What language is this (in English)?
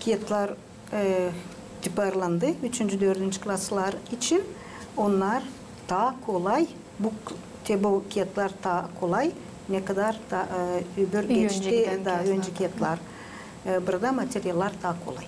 Gagauz